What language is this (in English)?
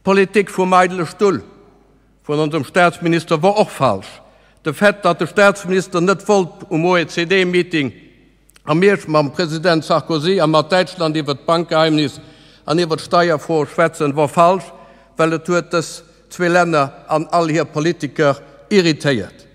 Luxembourgish